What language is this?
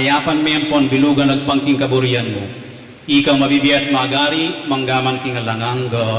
Pampanga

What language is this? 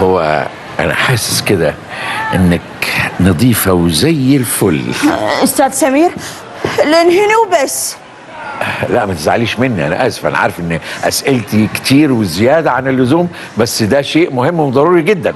Egyptian Arabic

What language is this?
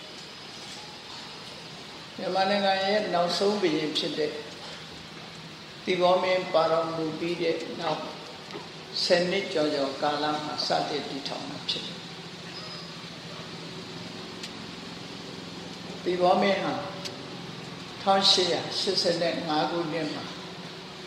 Burmese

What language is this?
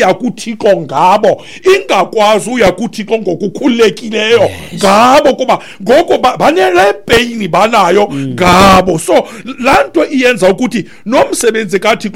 Xhosa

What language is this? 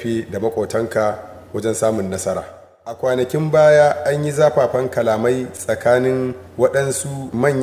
Hausa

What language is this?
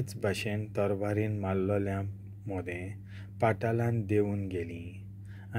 Konkani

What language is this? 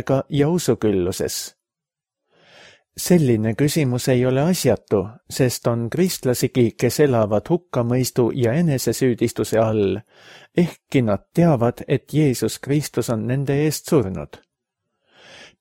Estonian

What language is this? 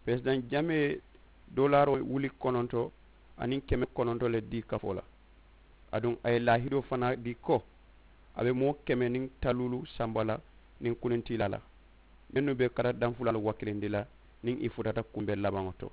Mandingo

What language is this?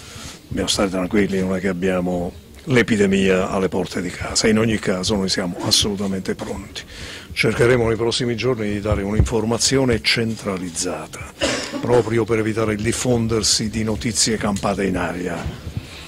Italian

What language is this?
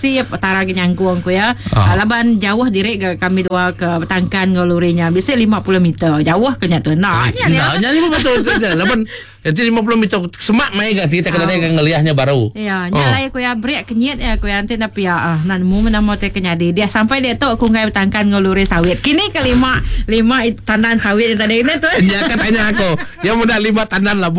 Iban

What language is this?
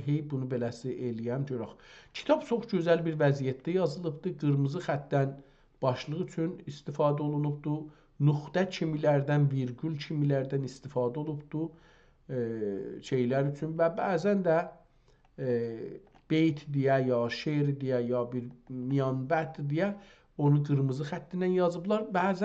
South Azerbaijani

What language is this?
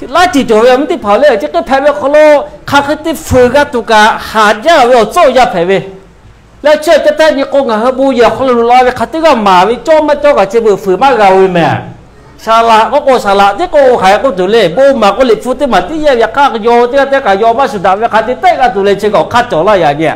Lahu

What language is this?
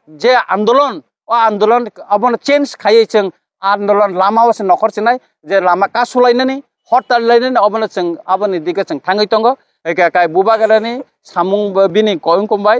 Kok Borok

